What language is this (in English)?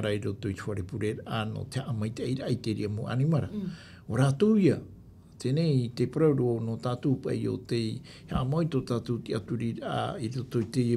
Tahitian